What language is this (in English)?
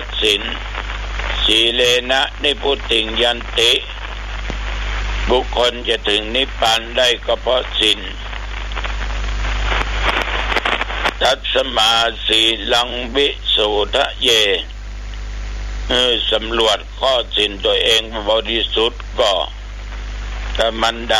Thai